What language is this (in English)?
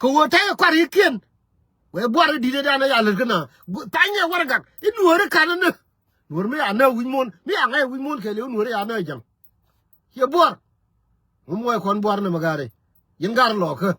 Nuer